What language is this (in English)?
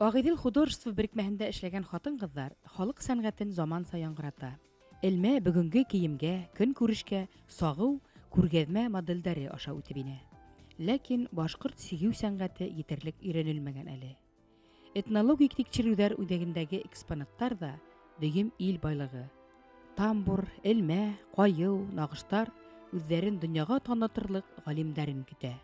Bashkir